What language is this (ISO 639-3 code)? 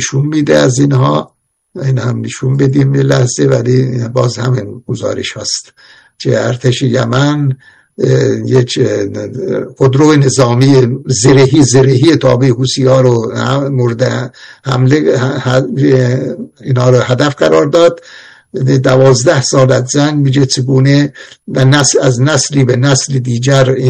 fas